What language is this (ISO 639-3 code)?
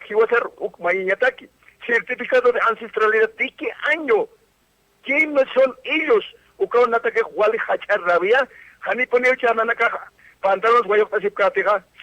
aym